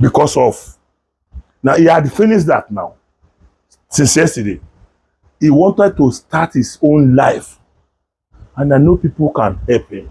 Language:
Yoruba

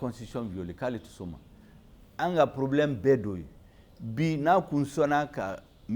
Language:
Bambara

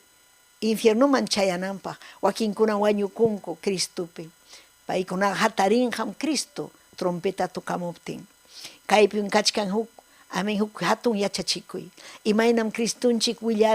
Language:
Ayacucho Quechua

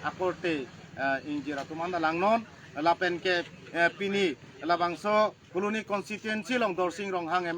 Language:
Karbi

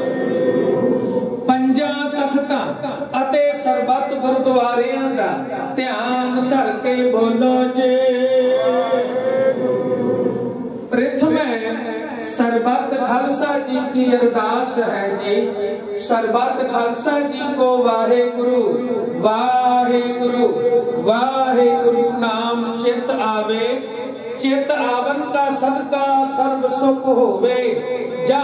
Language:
Punjabi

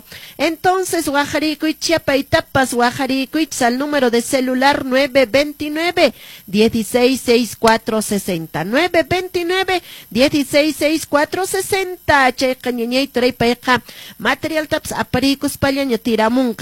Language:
Quechua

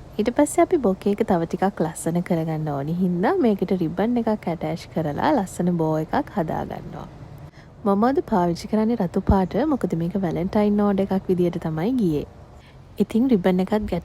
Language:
Sinhala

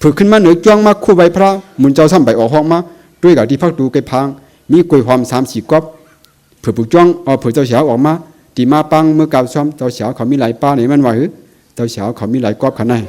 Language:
Shan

